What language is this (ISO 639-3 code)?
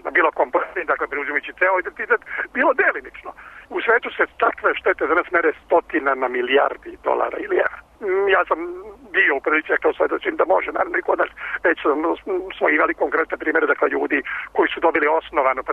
srp